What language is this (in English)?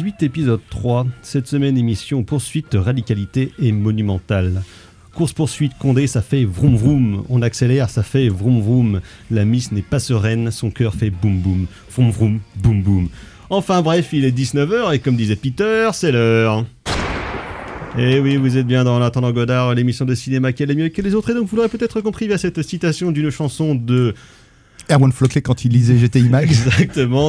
French